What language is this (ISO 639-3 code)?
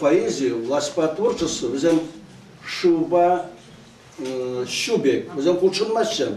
chv